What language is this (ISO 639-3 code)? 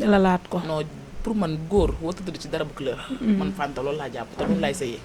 wol